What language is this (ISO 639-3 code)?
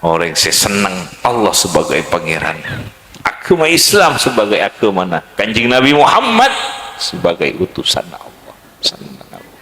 mad